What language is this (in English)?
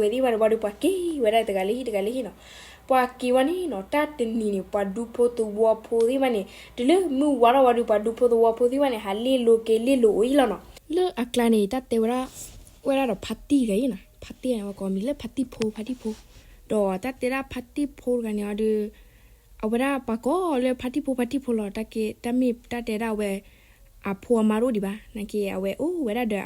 S'gaw Karen